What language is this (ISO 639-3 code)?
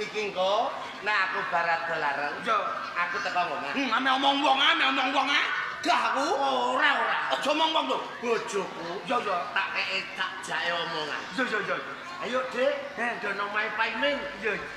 jav